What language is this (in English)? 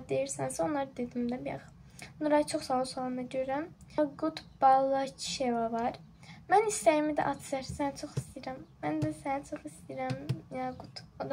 Azerbaijani